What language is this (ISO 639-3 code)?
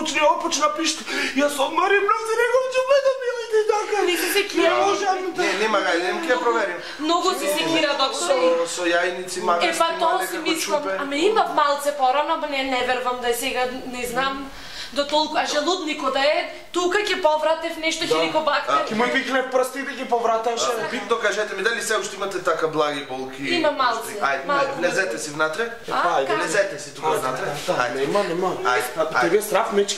mkd